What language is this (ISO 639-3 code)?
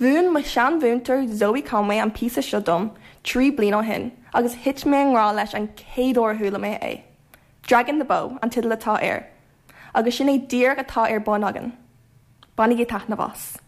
gle